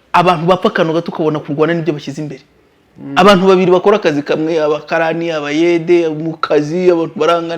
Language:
Kinyarwanda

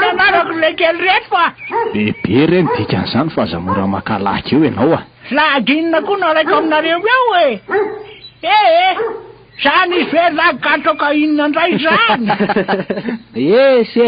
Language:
Malagasy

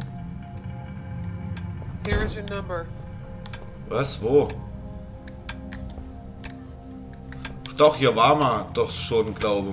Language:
German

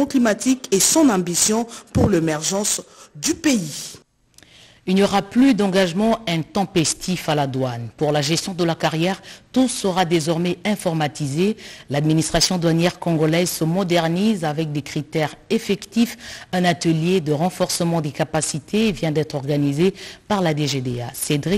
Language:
French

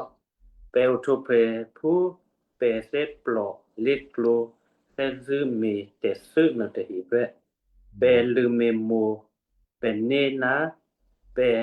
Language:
Western Kayah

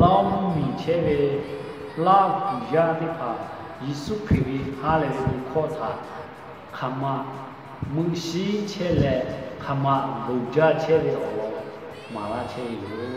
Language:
Lahu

